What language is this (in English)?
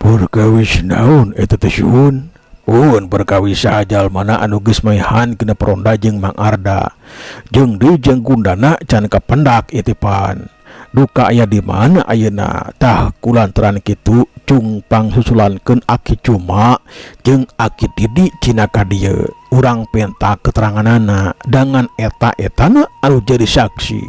Sundanese